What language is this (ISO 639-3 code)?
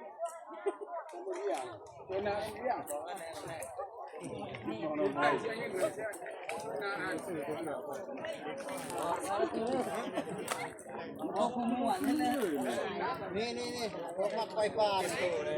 tts